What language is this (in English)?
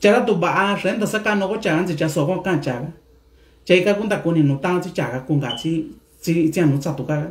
Mixtepec Mixtec